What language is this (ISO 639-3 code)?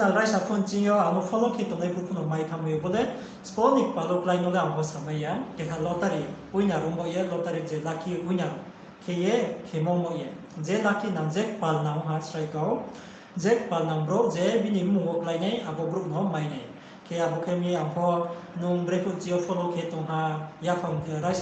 ria